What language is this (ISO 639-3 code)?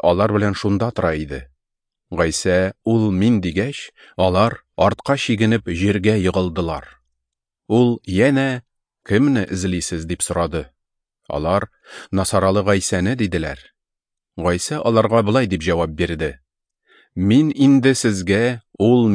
tat